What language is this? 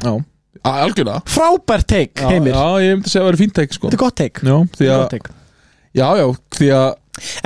Icelandic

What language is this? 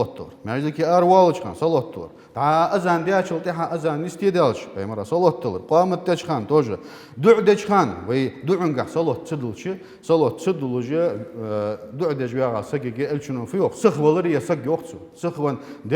Ingush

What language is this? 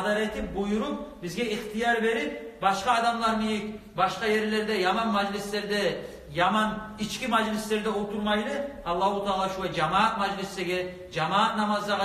Kumyk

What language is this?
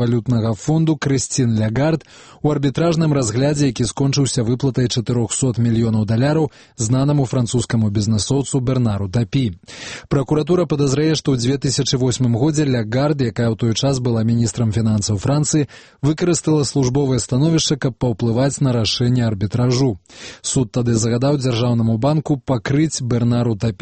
Belarusian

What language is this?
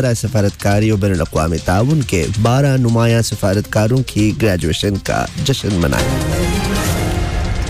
Urdu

